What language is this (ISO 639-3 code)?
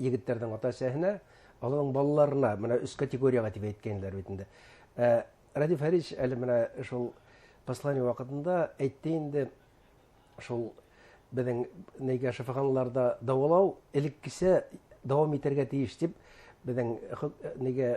bak